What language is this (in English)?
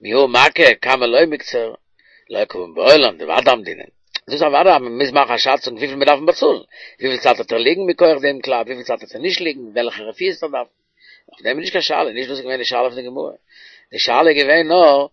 Yiddish